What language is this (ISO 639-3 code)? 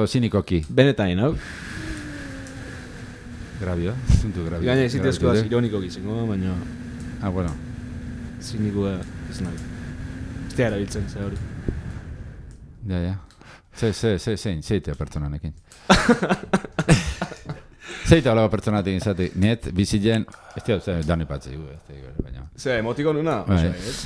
eus